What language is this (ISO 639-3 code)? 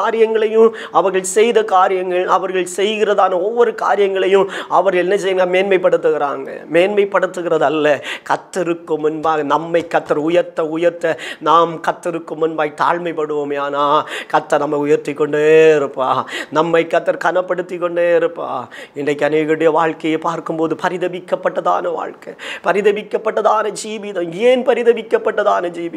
tam